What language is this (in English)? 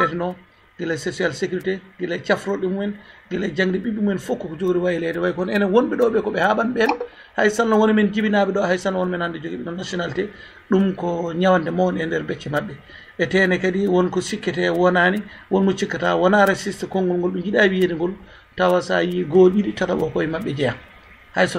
Fula